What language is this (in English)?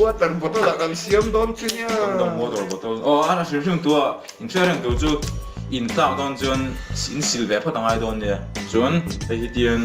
Mizo